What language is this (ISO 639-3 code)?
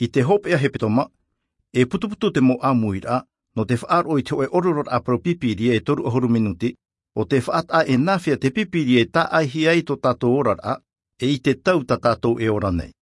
tah